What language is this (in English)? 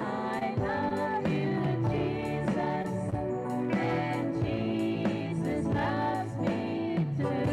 Gilbertese